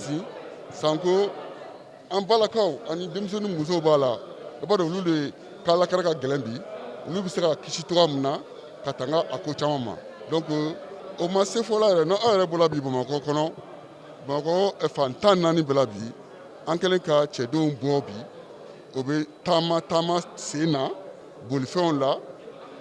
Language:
Bambara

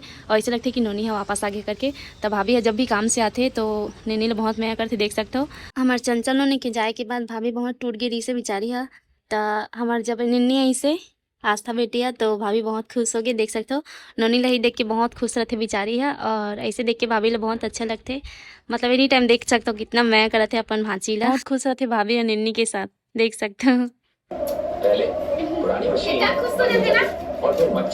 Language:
Chhattisgarhi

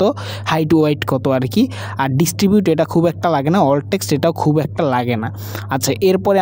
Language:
Bangla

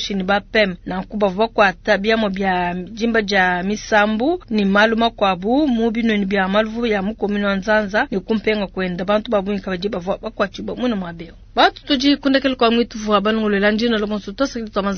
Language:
Luba-Lulua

